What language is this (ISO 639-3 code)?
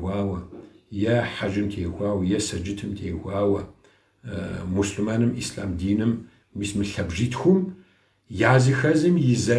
kbd